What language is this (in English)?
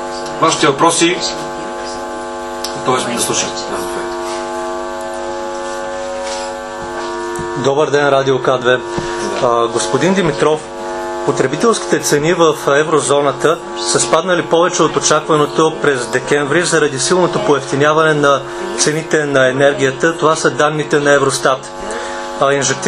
Bulgarian